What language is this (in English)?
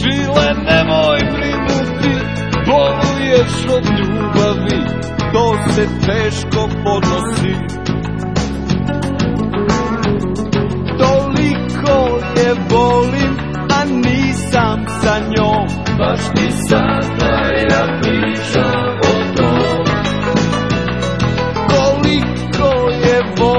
Serbian